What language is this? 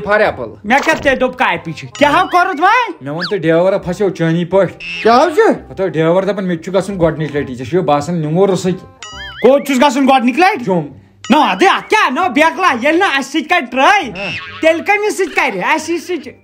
Kashmiri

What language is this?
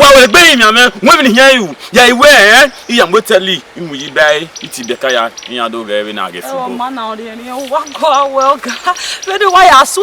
Bini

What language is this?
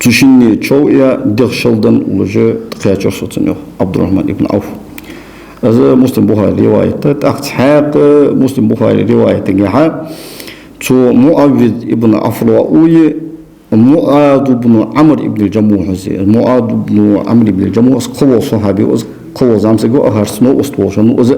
Ingush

